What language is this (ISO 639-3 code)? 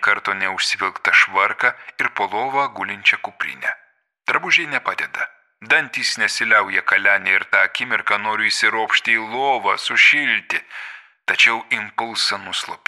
lit